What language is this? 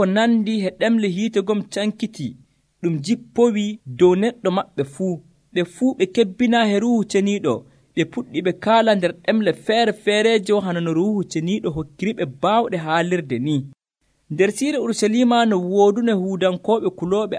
Nigerian Fulfulde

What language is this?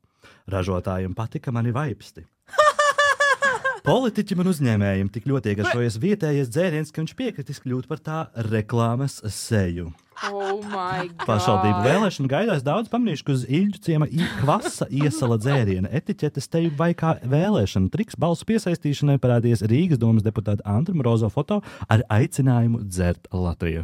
Latvian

